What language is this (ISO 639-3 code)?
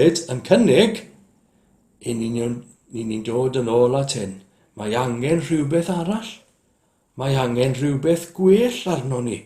cym